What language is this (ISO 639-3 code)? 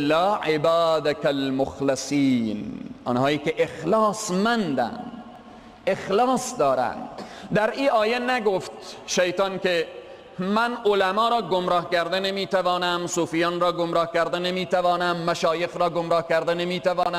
fas